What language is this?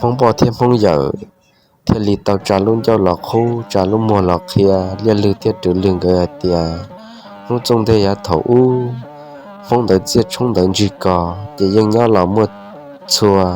Hmong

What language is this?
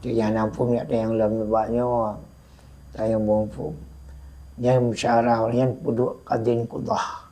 Achinese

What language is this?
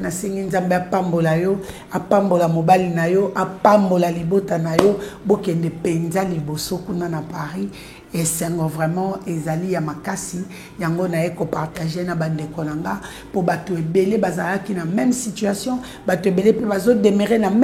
Lingala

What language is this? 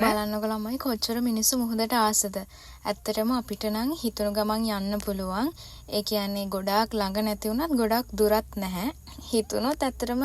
Sinhala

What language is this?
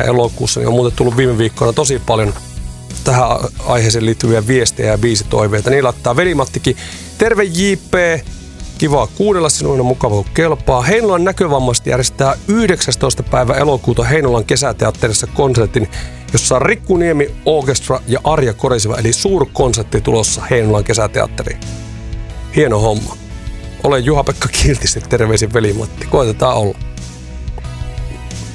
Finnish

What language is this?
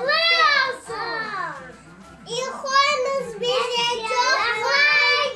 Crimean Tatar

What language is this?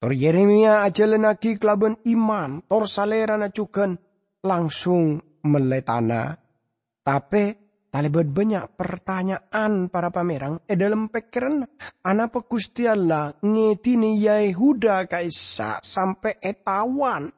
Madurese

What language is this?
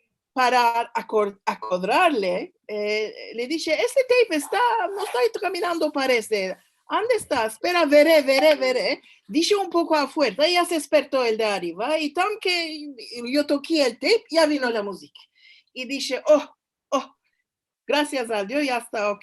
Ladino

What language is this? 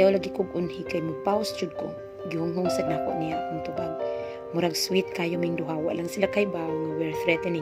Cebuano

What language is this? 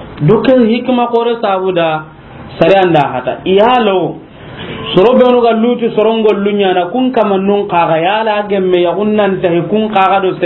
Soninke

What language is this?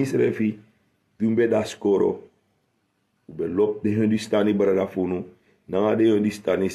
Sranan Tongo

